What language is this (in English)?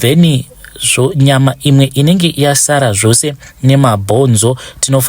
Shona